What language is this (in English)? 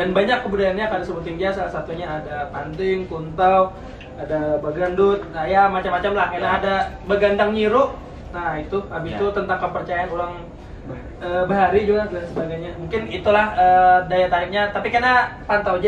Banjar